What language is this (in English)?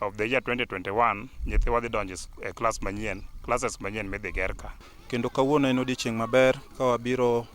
Luo (Kenya and Tanzania)